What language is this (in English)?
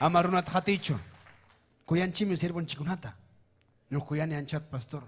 Ayacucho Quechua